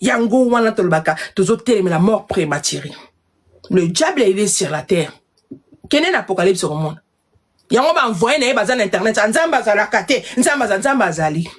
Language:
Lingala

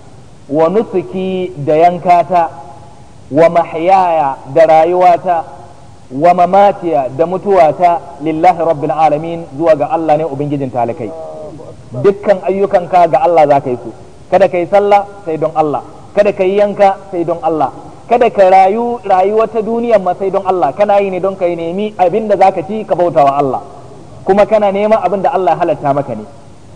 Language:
Hausa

